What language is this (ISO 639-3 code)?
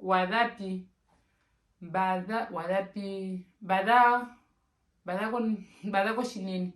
her